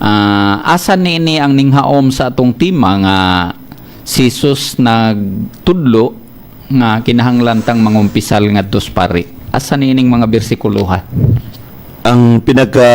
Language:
Cebuano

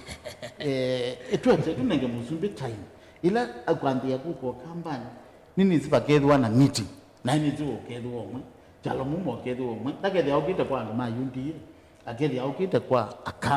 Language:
Kamba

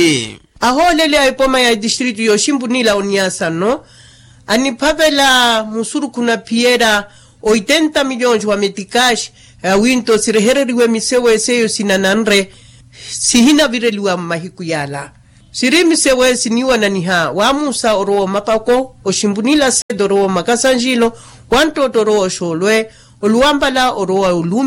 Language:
Makhuwa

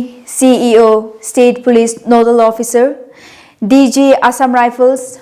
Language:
Tangkhul Naga (India)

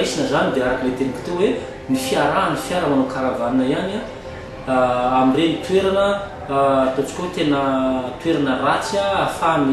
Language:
Malagasy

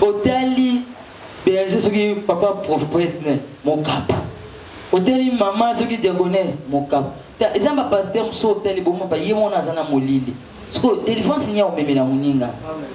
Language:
Lingala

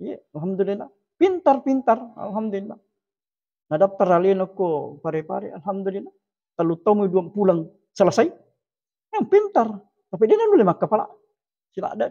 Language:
Buginese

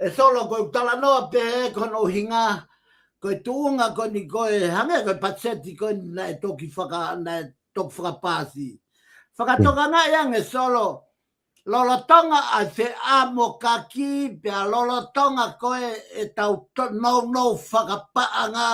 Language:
Tongan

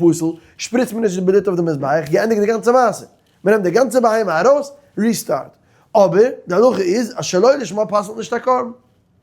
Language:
Yiddish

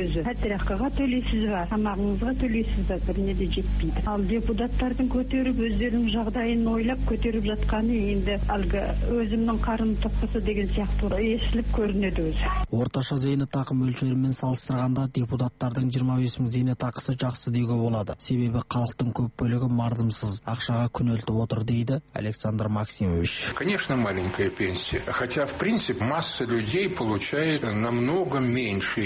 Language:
Kazakh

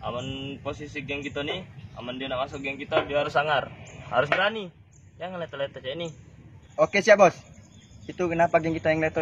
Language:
Musi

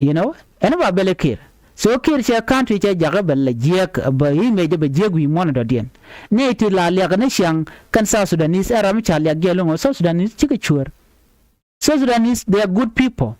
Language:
Nuer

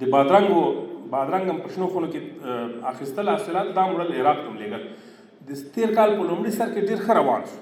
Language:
Pashto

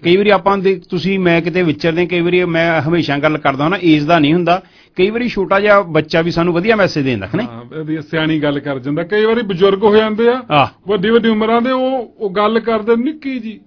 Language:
Punjabi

